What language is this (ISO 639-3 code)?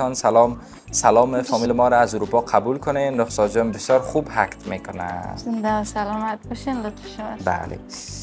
fas